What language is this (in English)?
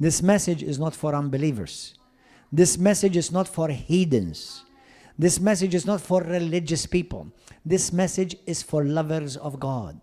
English